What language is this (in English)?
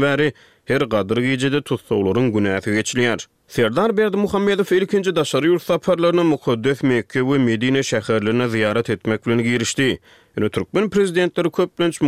Turkmen